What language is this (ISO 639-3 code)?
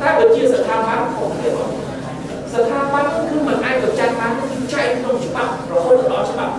khm